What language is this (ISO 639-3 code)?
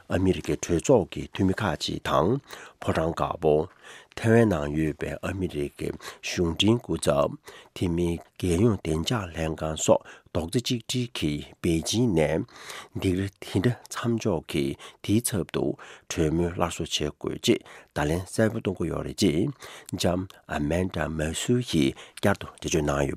bod